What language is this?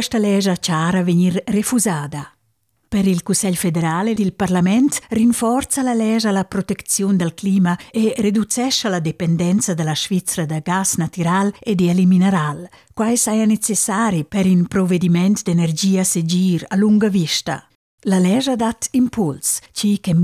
Romansh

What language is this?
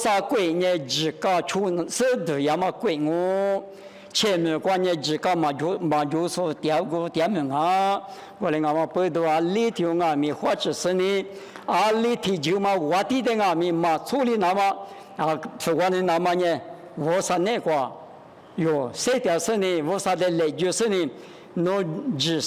Lisu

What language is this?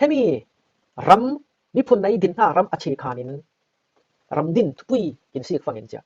Falam Chin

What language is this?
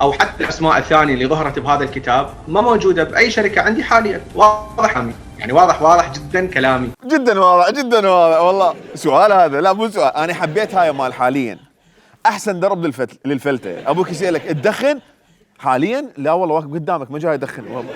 Mesopotamian Arabic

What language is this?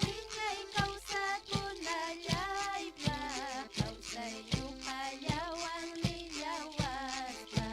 Ayacucho Quechua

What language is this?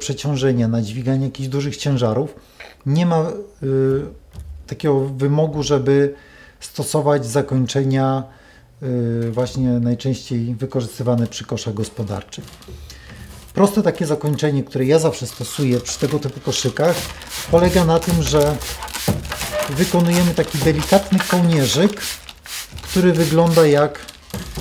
Polish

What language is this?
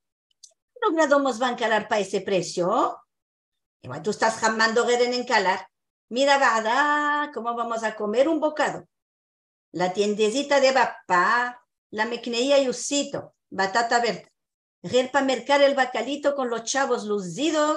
Ladino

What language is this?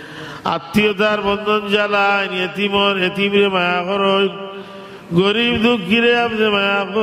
Sylheti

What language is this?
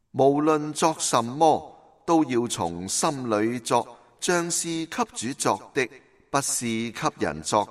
Cantonese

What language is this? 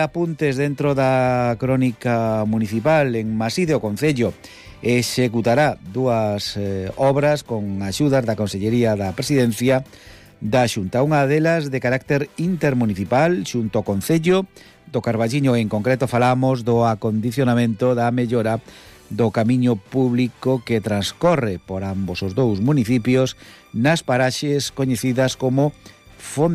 Galician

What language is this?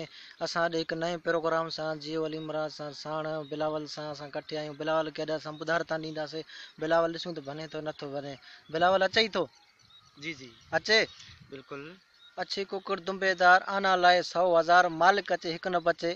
Sindhi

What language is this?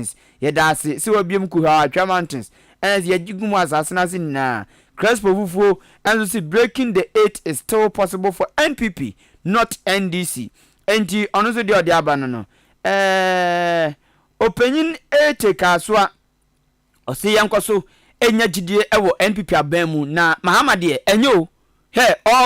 Akan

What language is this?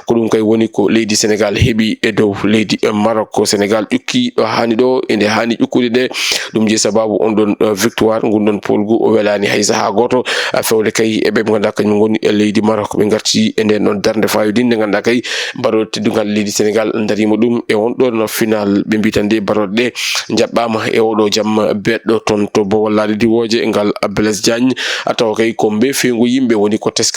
Fula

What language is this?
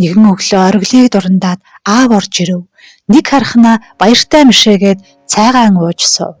Mongolian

